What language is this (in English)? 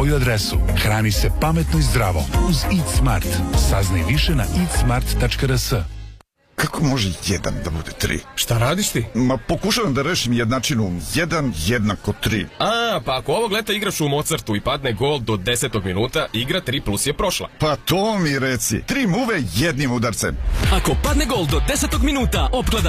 Serbian